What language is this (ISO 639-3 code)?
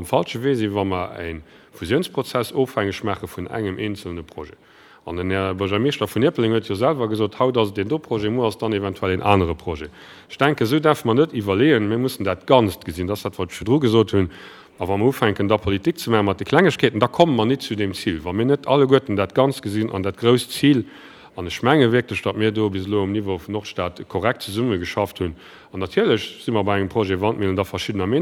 ltz